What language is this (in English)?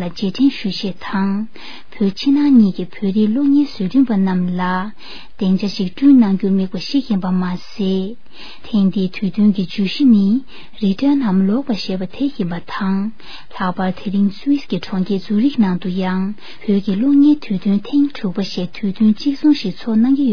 Tibetan